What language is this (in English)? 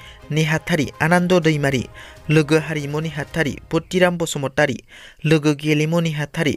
Bodo